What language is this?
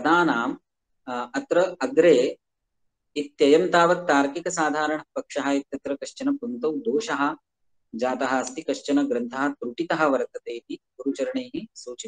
Sanskrit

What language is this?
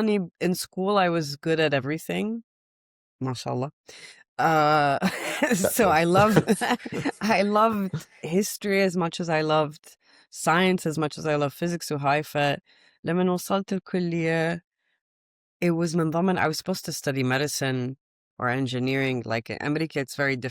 Mesopotamian Arabic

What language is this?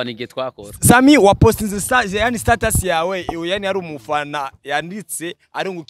Rundi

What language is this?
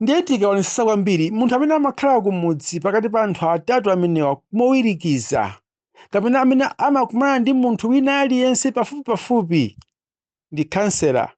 Nyanja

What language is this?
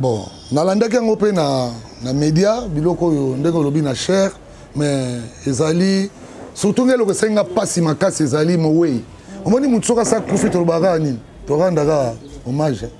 Lingala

